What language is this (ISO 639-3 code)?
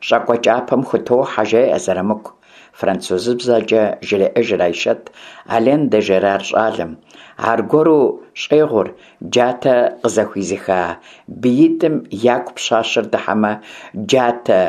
kbd